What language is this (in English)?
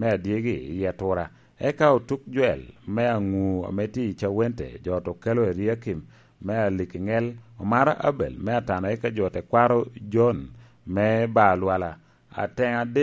Lango (Uganda)